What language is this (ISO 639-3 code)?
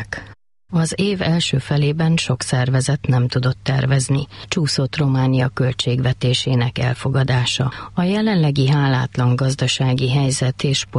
hun